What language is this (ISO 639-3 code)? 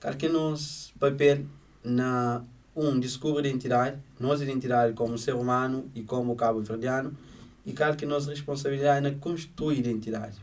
kea